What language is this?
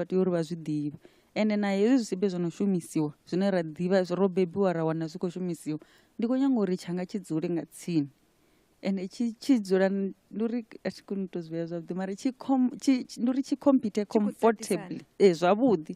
Venda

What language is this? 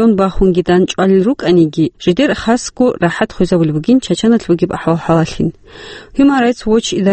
Avaric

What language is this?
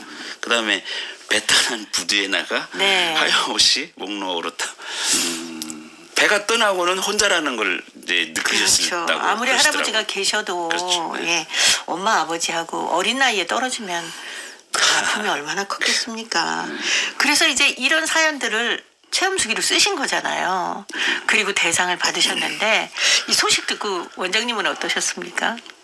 Korean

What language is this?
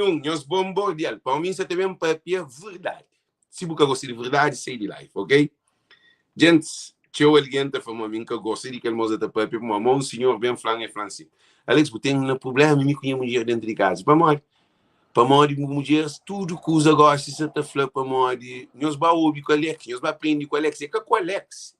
Kabuverdianu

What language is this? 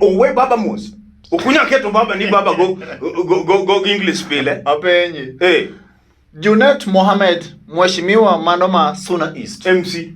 Luo (Kenya and Tanzania)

